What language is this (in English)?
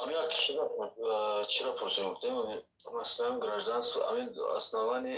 Tajik